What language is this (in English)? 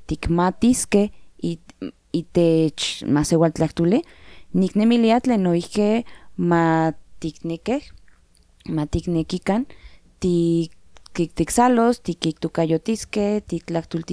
Central Nahuatl